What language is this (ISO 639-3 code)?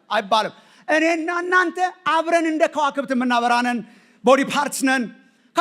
amh